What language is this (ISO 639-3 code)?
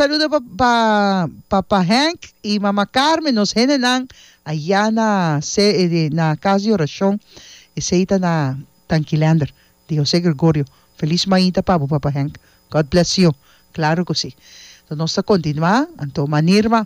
pap